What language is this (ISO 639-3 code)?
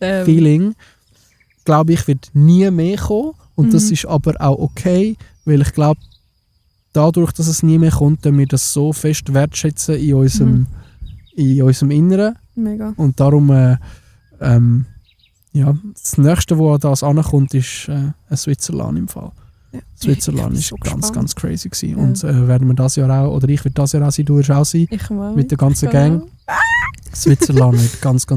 gsw